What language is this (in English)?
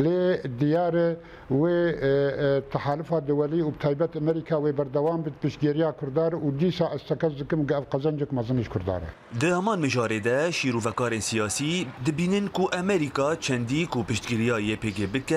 Kurdish